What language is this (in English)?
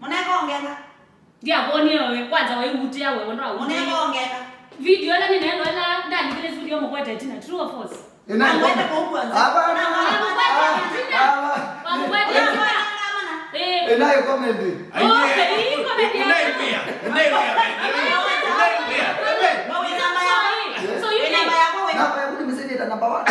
Kamba